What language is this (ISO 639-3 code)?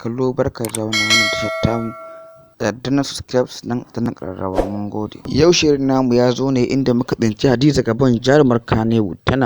hau